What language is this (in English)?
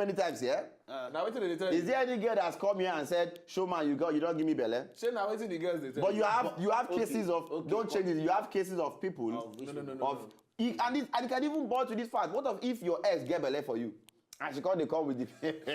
Nigerian Pidgin